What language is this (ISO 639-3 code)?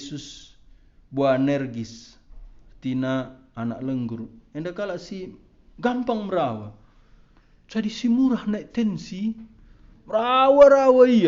btx